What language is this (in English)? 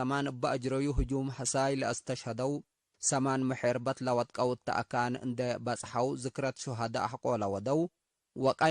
Tigre